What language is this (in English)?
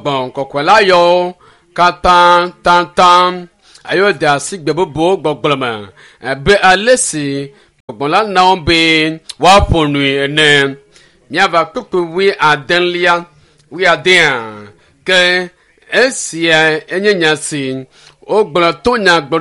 Ewe